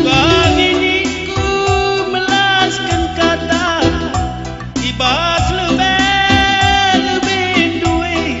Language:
Batak Karo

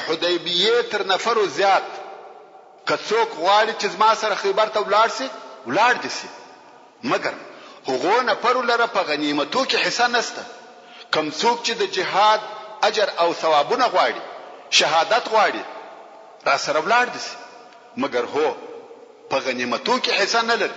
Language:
Pashto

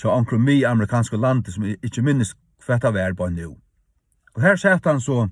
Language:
Faroese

